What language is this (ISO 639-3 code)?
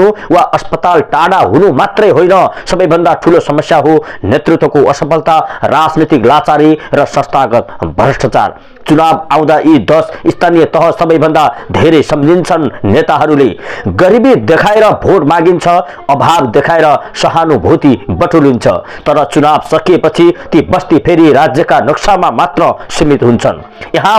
nep